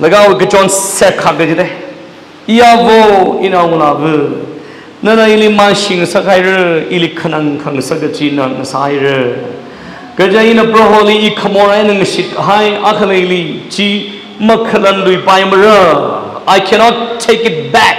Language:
Tangkhul Naga (India)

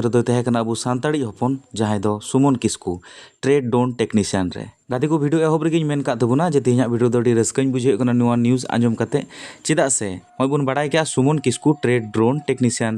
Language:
Santali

